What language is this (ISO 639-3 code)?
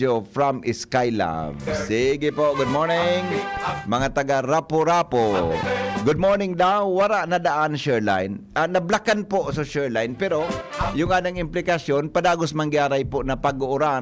bik